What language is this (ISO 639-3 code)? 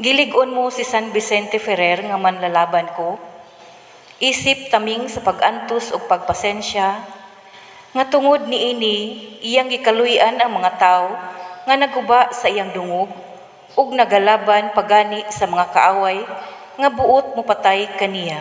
ceb